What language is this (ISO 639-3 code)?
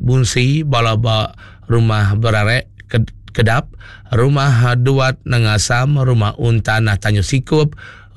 iba